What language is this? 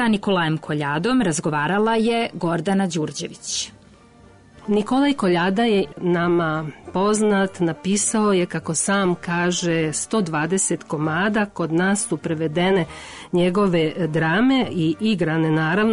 Serbian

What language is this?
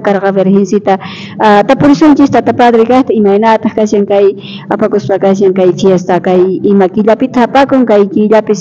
South Bolivian Quechua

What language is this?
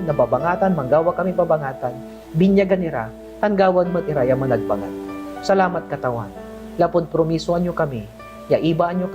Pangasinan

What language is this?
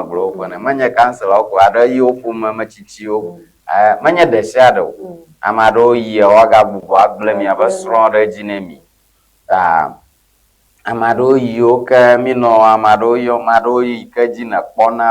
Ewe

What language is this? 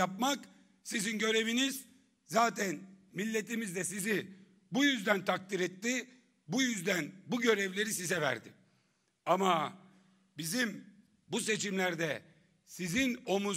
Turkish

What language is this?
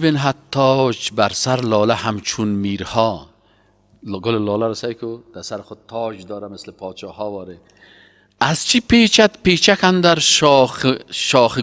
Persian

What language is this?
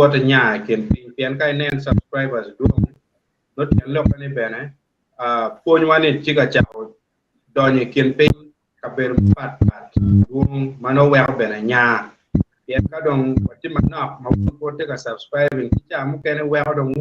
Acoli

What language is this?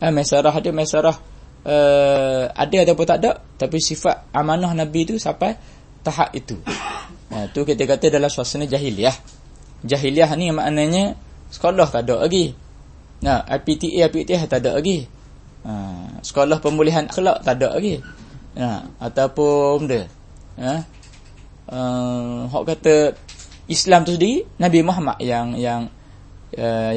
Malay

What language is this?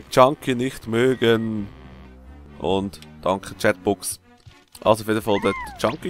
Swiss German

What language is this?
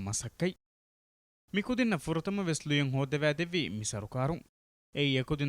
Divehi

